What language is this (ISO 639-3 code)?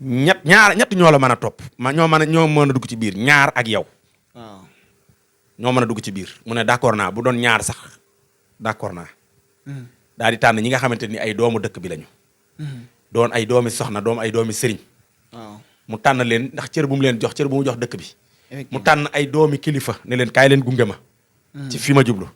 wol